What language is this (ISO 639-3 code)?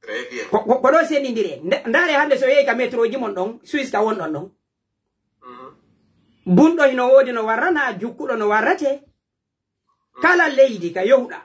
fuf